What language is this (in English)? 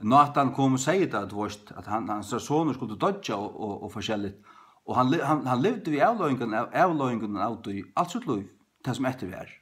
Faroese